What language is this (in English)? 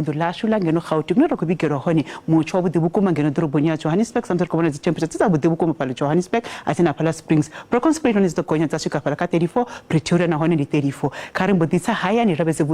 Venda